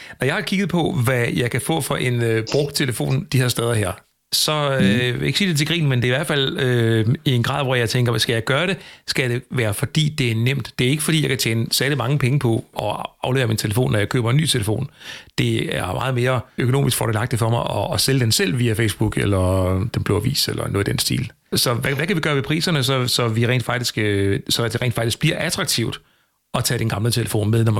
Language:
Danish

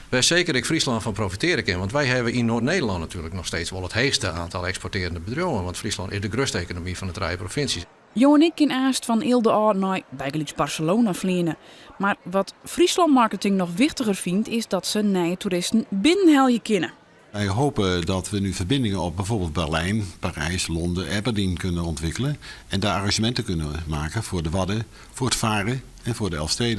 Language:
Western Frisian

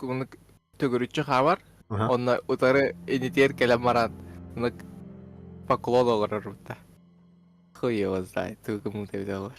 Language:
Yakut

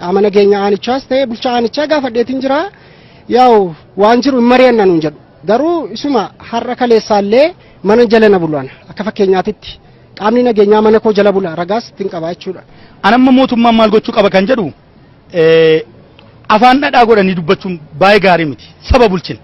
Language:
Oromo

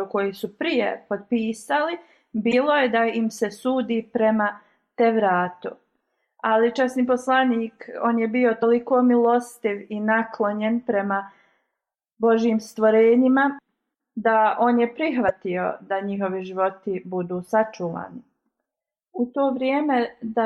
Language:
Bosnian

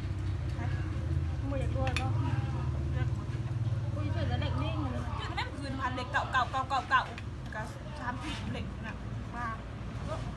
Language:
Lao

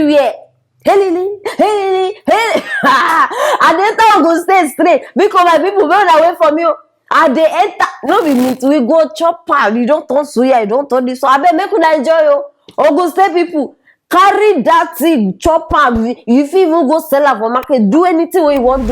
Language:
Nigerian Pidgin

